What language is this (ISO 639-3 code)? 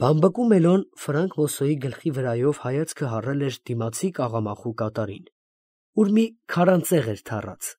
hye